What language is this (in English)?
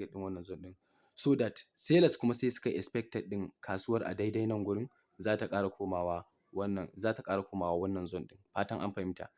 Hausa